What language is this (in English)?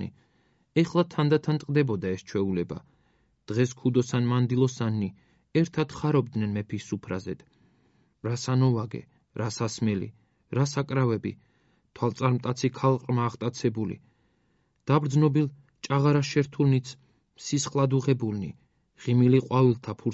Georgian